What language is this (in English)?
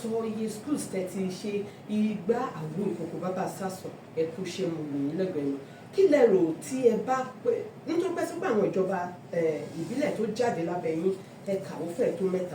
Yoruba